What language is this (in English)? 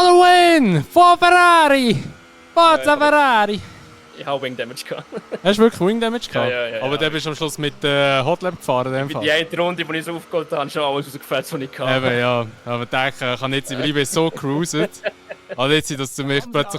Swiss German